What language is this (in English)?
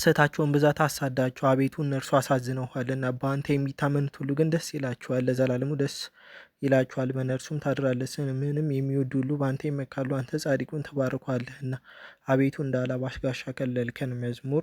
Amharic